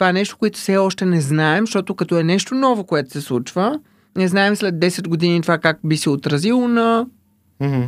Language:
Bulgarian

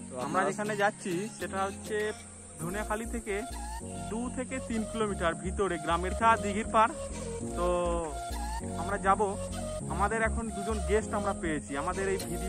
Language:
Bangla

